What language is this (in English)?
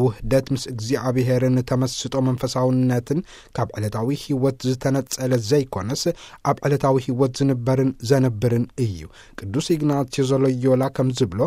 Tigrinya